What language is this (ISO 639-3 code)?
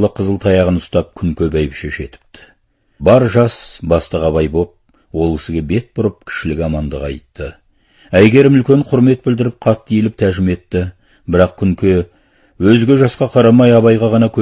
kaz